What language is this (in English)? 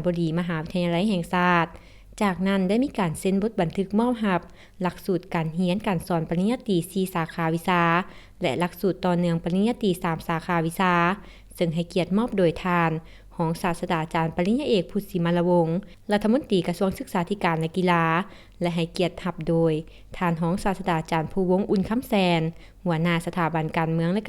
Lao